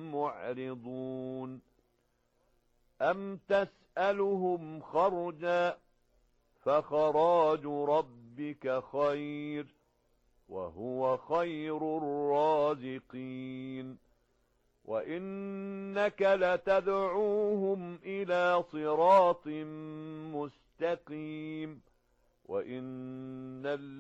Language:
Arabic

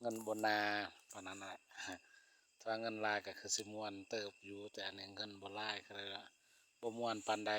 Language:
Lao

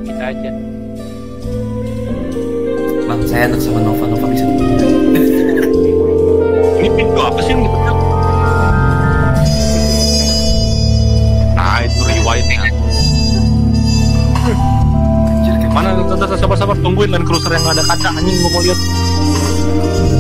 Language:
Indonesian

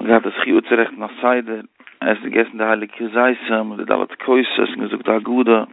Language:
Yiddish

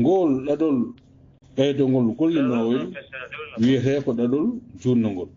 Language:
Fula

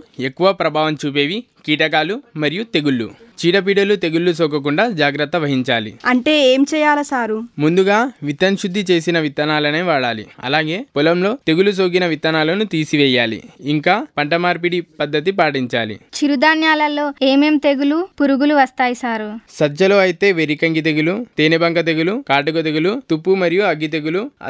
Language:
Telugu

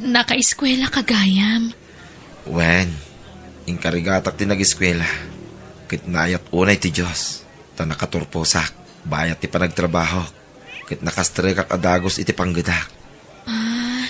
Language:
Iloko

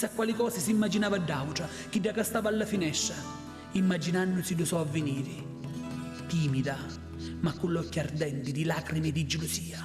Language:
Sicilian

